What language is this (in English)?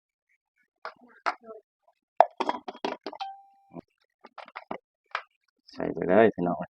Lao